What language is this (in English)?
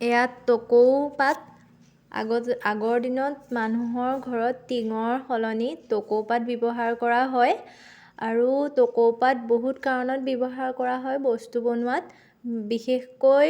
Assamese